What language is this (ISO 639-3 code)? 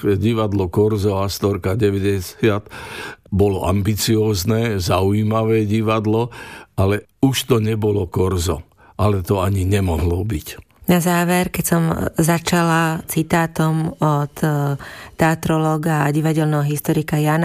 slk